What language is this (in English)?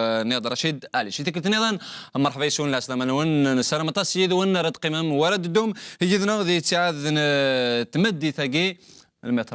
Kabyle